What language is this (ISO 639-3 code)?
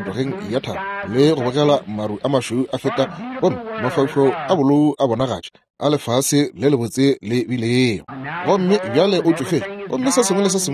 nso